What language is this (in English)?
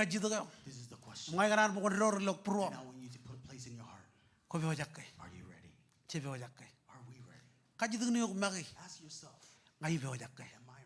Marshallese